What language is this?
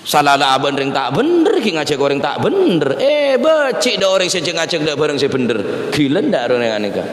Madurese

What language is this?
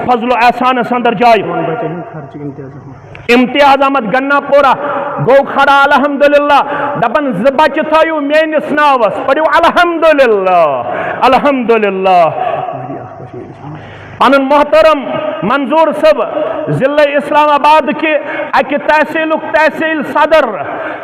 Kashmiri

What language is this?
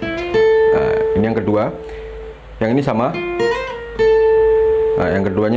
Indonesian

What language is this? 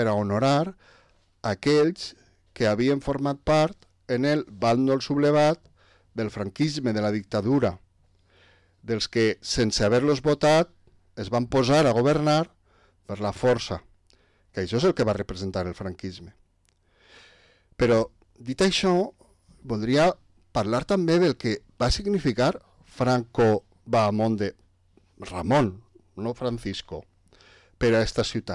Catalan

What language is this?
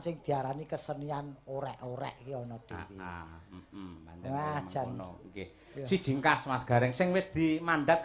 Javanese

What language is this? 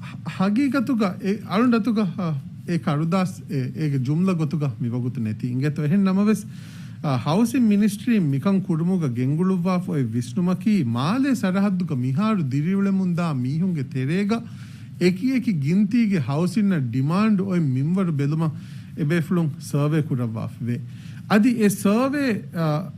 Divehi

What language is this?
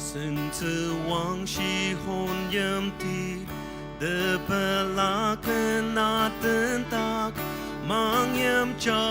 Ao Naga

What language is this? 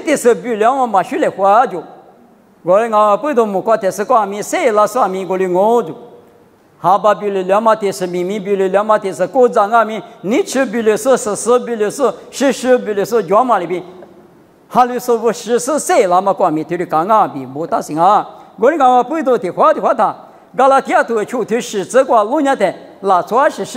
Lisu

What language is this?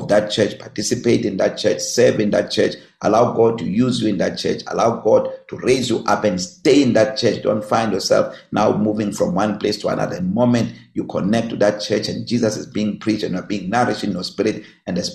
English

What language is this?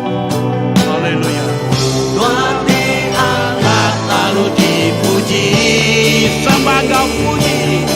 Iban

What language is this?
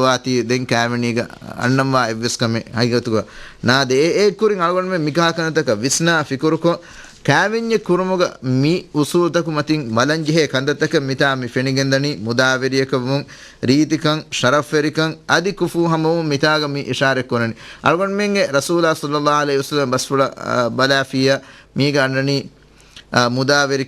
Divehi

